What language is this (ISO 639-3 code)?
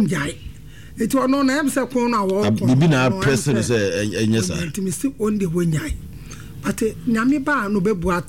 aka